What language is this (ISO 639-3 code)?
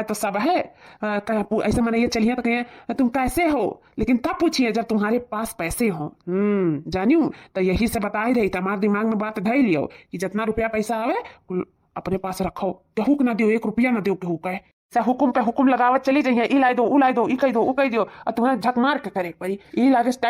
awa